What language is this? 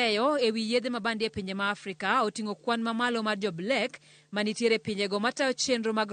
Luo (Kenya and Tanzania)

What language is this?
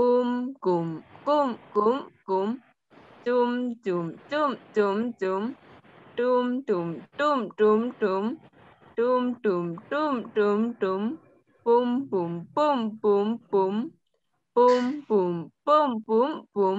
Shan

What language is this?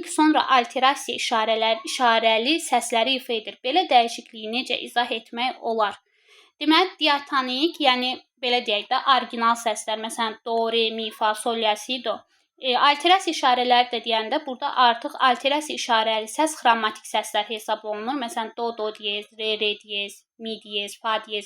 Azerbaijani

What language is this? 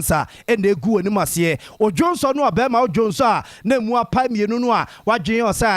Akan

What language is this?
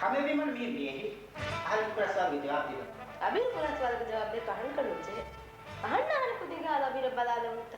Divehi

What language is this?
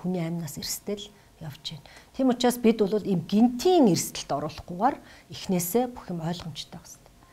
Mongolian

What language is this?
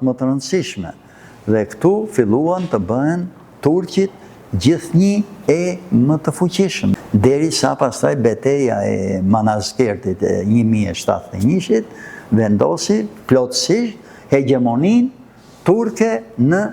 Albanian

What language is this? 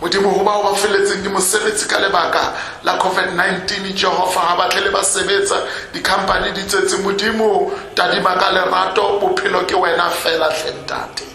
Southern Sotho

